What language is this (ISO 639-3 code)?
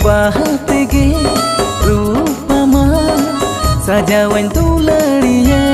sat